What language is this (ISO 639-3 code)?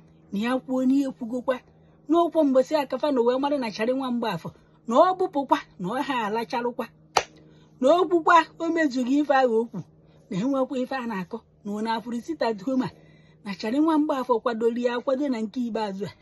ibo